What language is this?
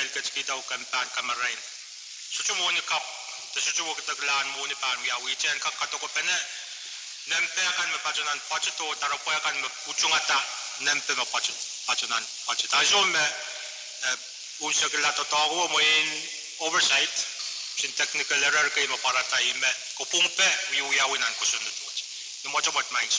Pohnpeian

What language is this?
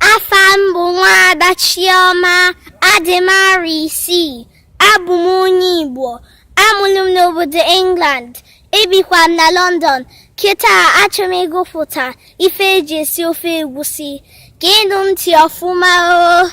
Igbo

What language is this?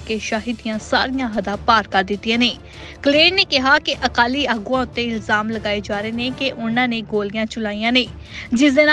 Punjabi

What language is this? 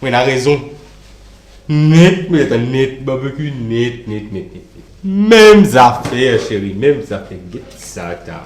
Morisyen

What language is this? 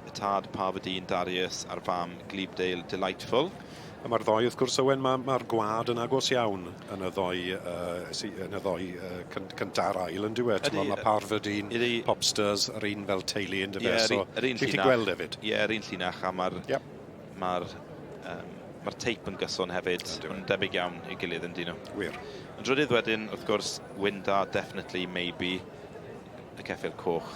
Welsh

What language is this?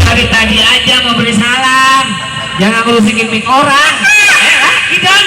Betawi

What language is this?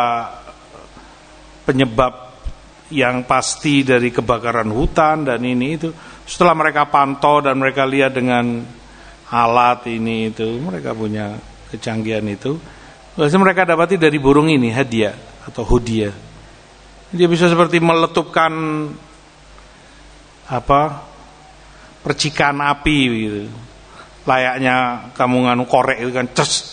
Indonesian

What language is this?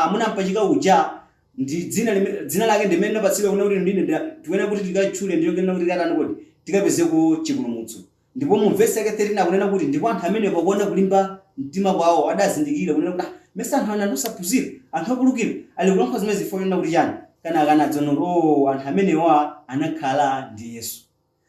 Nyanja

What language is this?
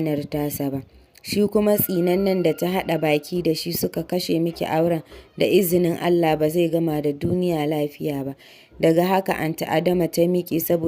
Hausa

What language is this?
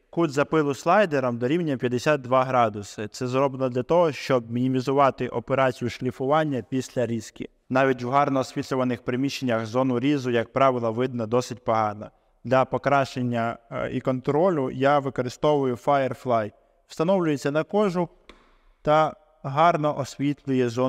Ukrainian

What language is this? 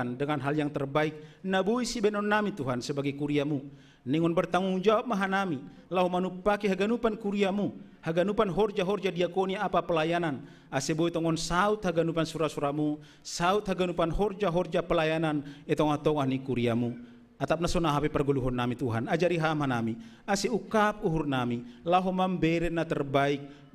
Batak Simalungun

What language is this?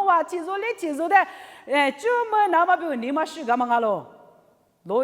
Lisu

